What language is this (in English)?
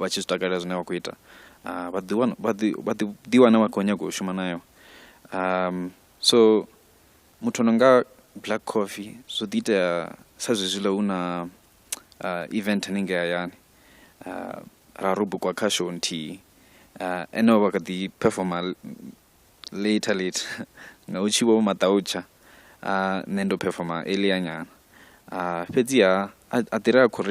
Venda